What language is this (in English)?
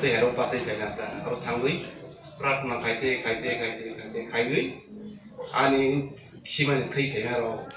Kok Borok